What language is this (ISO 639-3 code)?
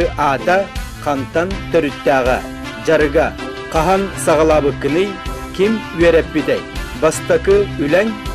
sah